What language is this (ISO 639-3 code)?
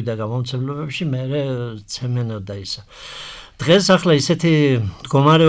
kat